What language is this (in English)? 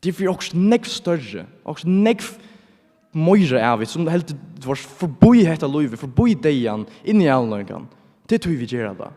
Faroese